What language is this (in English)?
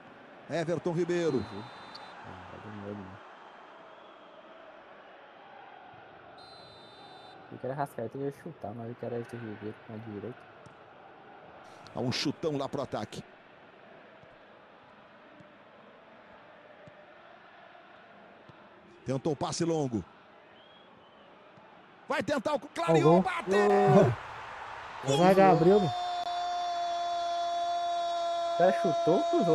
Portuguese